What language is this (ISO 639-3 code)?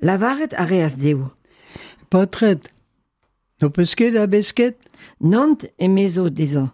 bre